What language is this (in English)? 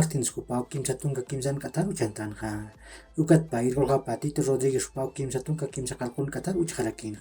Aymara